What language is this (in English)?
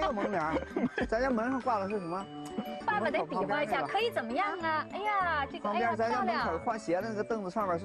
Chinese